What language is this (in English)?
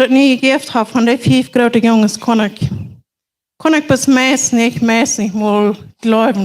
Plautdietsch